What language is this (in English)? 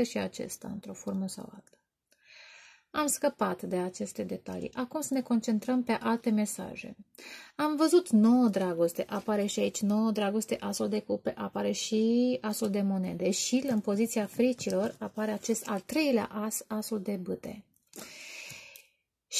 Romanian